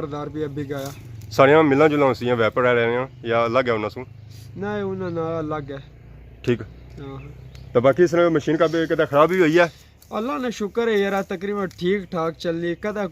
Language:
Pahari-Potwari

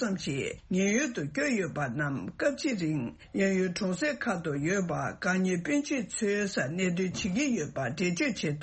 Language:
Tibetan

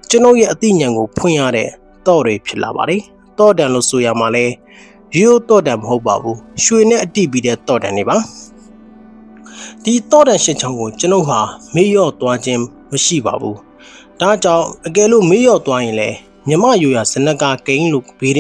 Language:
Burmese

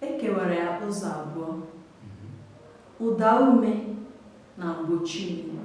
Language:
Igbo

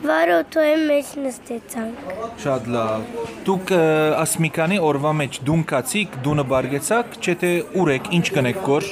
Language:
Western Armenian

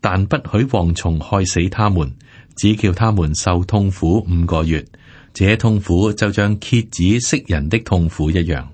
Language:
Cantonese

